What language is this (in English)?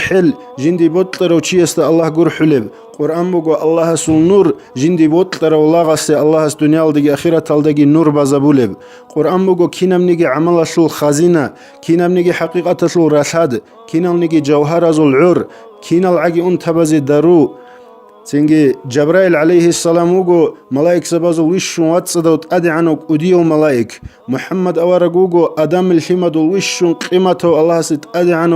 Avaric